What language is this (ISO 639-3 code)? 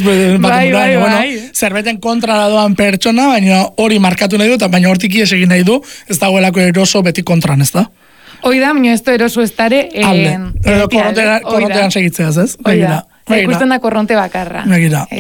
eus